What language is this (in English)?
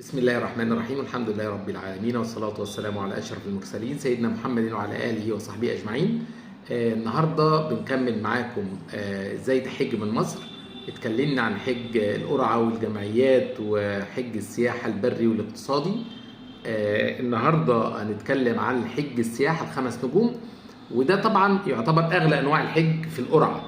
Egyptian Arabic